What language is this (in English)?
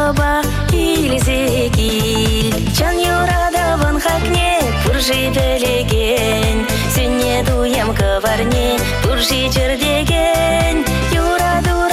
Chuvash